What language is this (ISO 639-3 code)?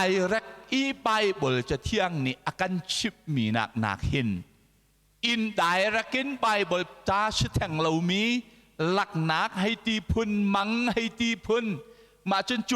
cnh